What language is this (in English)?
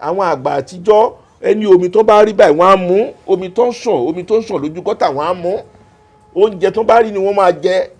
Yoruba